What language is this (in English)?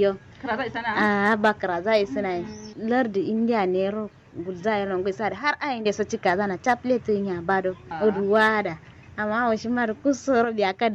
Kanuri